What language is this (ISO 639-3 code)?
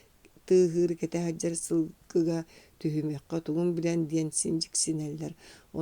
sah